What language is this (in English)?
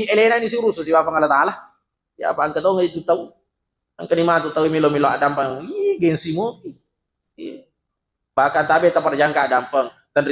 Buginese